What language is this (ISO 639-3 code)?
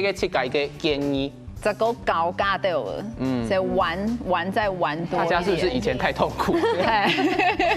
hak